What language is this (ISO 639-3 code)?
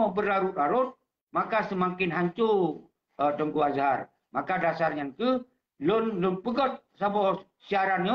ace